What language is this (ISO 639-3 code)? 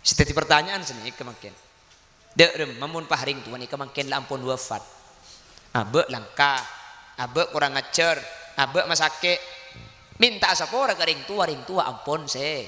mad